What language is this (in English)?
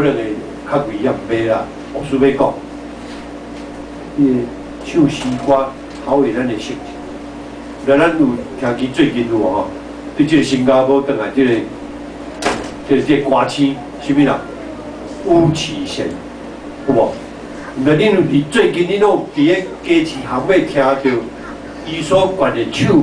Min Nan Chinese